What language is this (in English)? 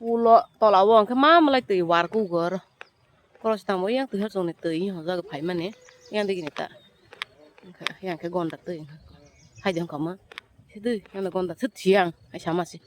Kok Borok